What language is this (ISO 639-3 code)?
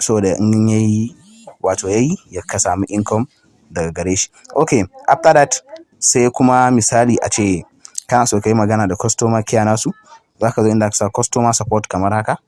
hau